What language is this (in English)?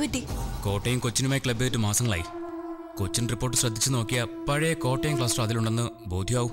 Malayalam